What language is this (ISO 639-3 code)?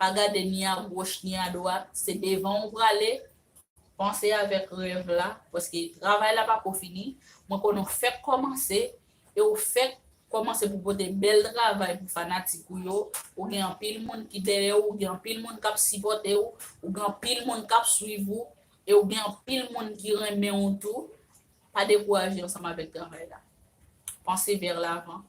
hat